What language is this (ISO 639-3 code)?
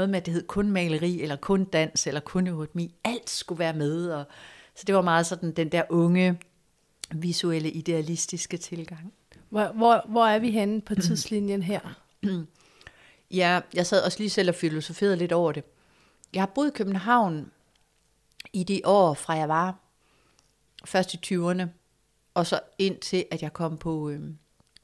dan